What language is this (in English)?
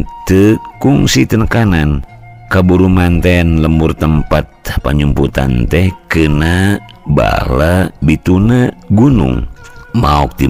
Sundanese